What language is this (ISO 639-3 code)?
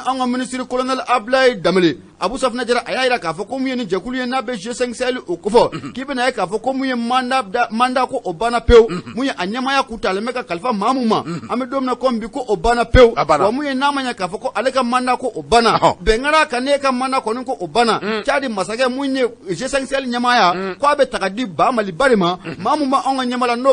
bam